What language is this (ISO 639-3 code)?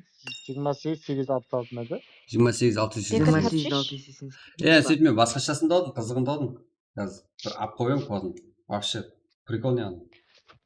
kaa